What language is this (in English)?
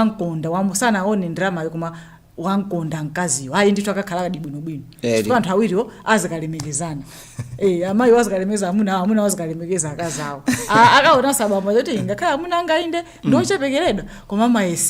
Nyanja